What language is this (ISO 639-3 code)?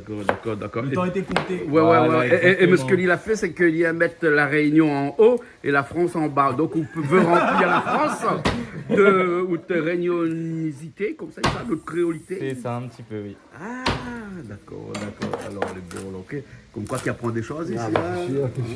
rcf